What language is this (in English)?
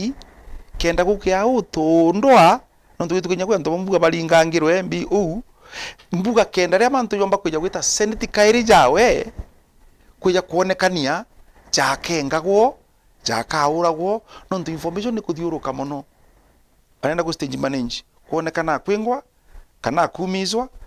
Meru